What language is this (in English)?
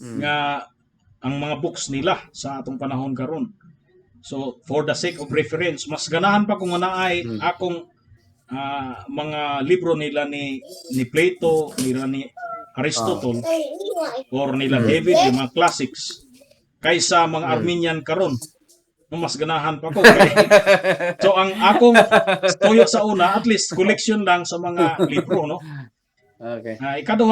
Cebuano